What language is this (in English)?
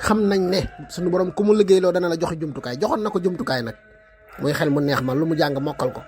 Wolof